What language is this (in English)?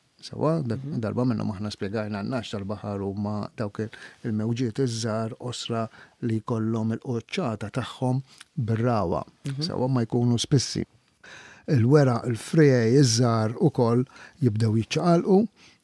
Maltese